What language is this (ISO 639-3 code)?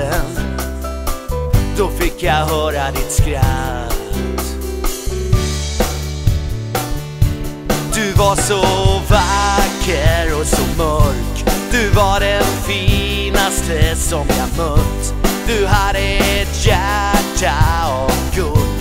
swe